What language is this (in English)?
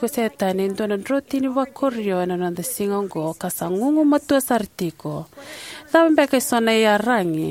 Fijian